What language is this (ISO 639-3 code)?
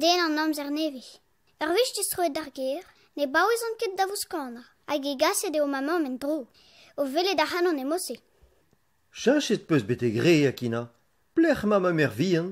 bre